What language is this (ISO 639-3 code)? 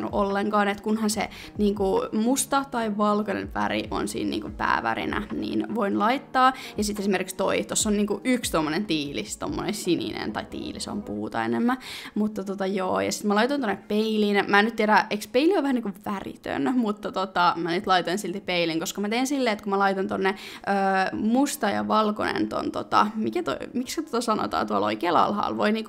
fin